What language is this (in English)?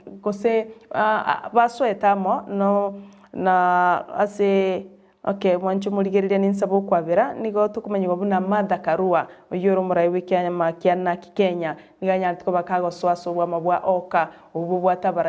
Gusii